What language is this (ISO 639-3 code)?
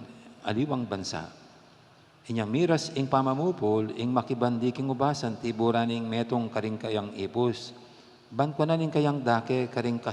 pam